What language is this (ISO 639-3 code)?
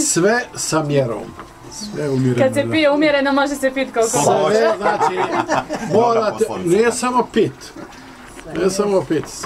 bos